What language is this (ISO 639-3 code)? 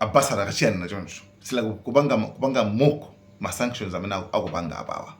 nya